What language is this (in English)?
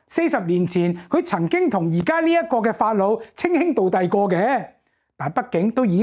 Cantonese